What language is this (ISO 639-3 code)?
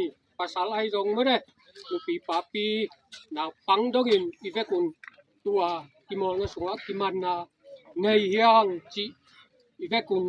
ctd